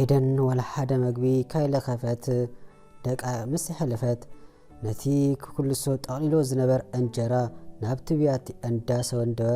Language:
Tigrinya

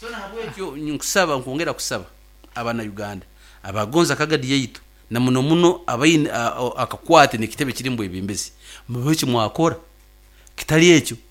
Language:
Nyoro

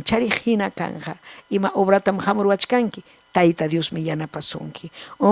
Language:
Ayacucho Quechua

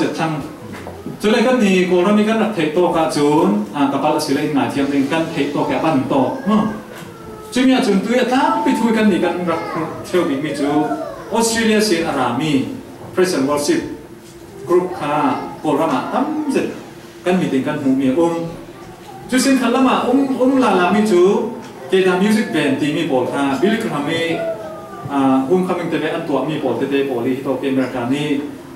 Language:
Falam Chin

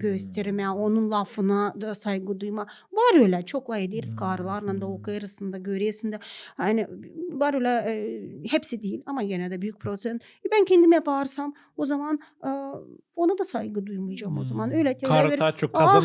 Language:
Gagauz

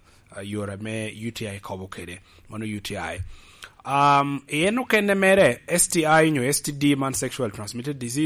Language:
Lango (Uganda)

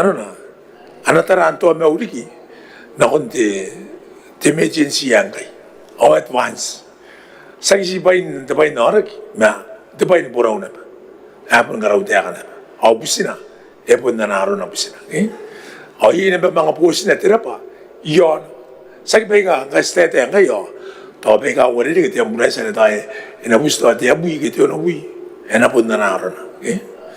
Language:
Gilbertese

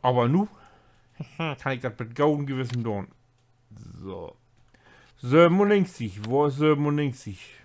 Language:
Low German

